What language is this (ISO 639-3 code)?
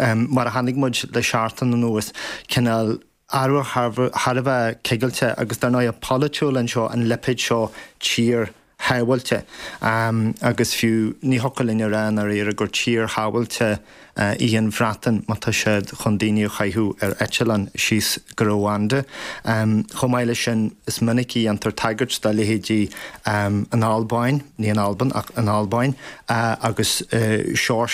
gle